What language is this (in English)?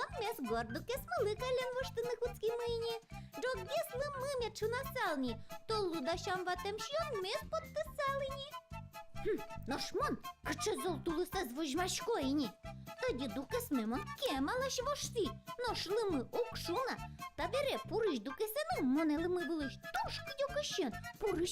Udmurt